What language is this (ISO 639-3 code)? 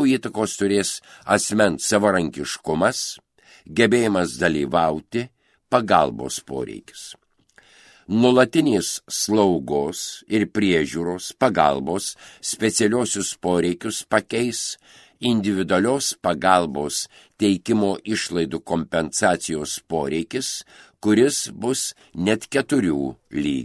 lit